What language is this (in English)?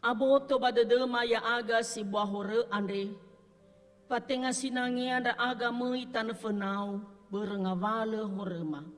Nias